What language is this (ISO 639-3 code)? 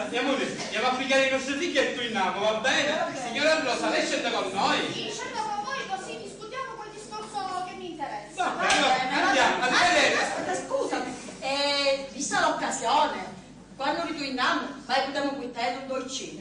scn